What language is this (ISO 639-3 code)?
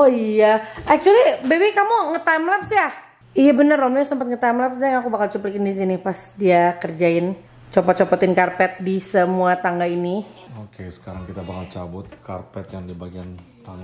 ind